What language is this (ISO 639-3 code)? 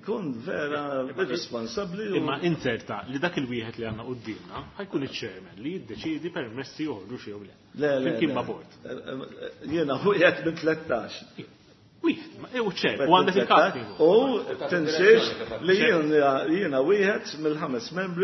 mlt